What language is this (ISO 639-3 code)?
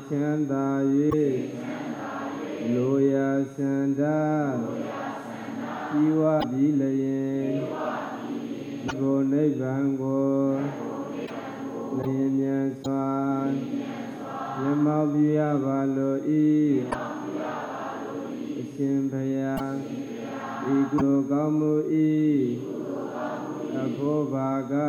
mya